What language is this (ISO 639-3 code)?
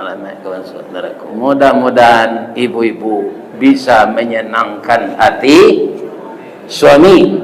min